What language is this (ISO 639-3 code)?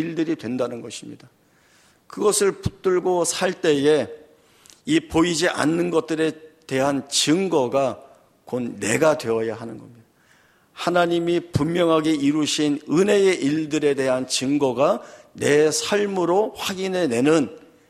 kor